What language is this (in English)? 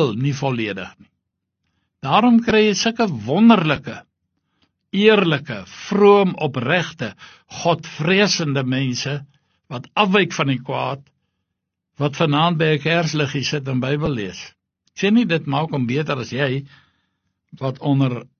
Afrikaans